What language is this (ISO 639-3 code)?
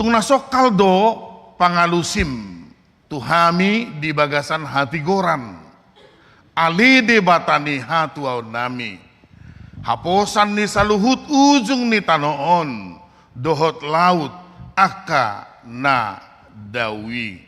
bbc